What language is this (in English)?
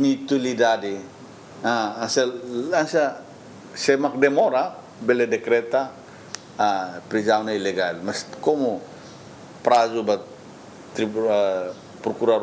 Tetum